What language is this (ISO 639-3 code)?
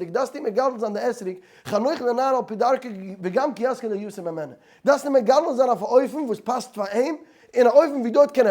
yid